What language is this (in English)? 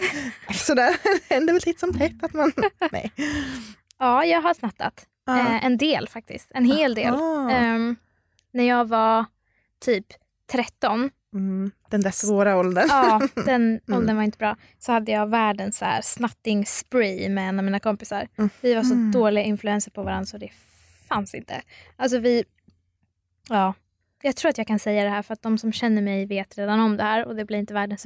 Swedish